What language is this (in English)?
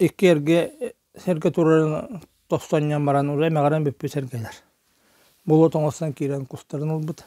Yakut